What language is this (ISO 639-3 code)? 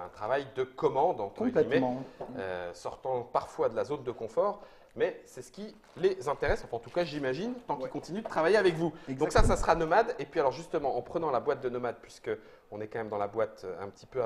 fra